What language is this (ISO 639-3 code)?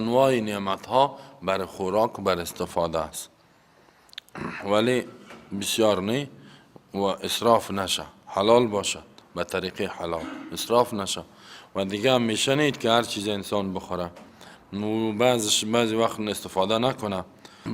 fas